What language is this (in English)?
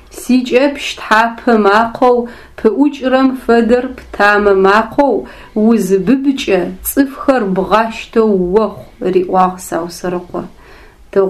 Adyghe